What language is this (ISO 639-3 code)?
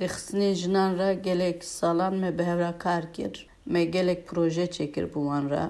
kur